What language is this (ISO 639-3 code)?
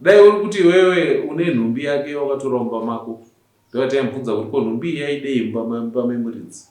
sna